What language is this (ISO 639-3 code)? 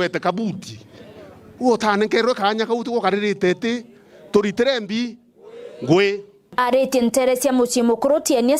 mer